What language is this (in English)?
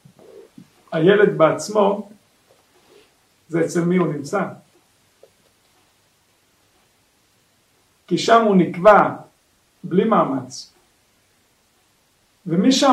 Hebrew